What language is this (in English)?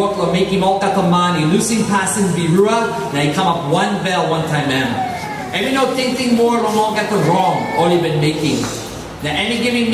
Tok Pisin